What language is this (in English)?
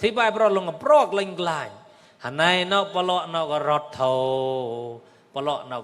Mon